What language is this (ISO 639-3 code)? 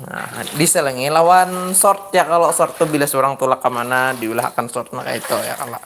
bjn